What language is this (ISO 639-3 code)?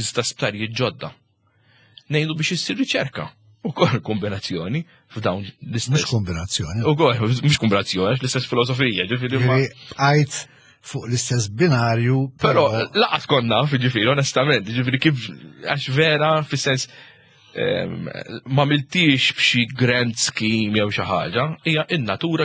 mlt